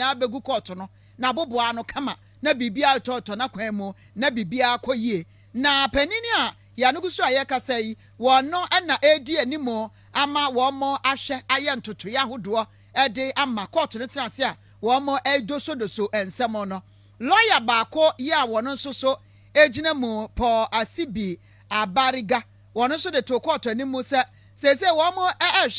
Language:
Akan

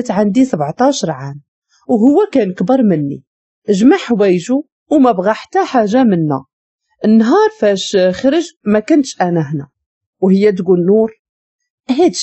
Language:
Moroccan Arabic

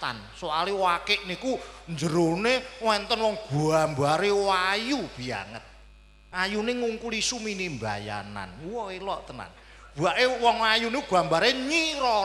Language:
Javanese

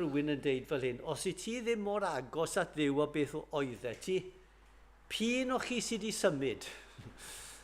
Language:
Welsh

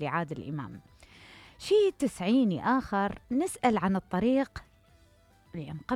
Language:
Mesopotamian Arabic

